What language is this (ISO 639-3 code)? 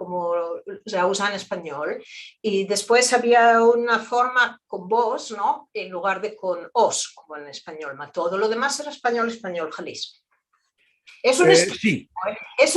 lad